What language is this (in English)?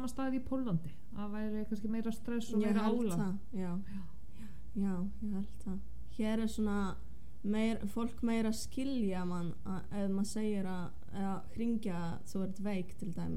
Icelandic